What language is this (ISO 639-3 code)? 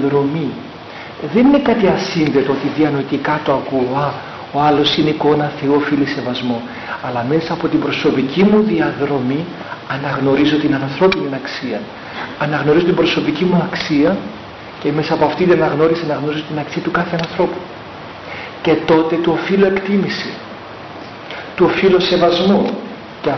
ell